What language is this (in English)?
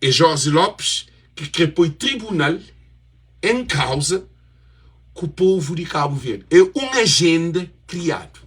Kabuverdianu